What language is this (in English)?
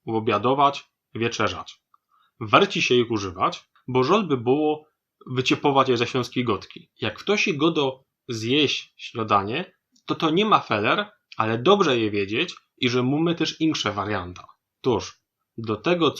Silesian